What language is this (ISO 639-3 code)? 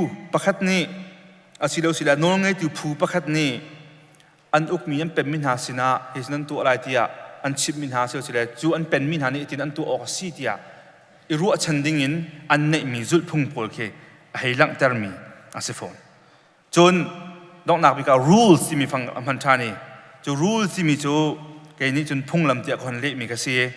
cnh